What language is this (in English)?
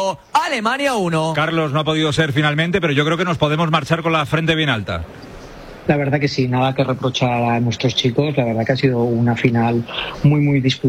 Spanish